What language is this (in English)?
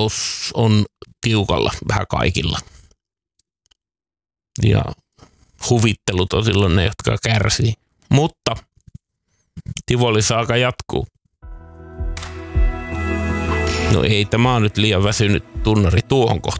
Finnish